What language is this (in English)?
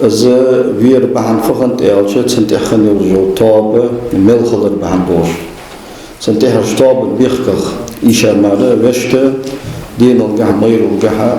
Ingush